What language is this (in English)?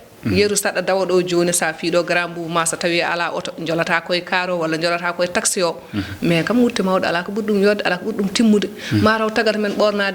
Fula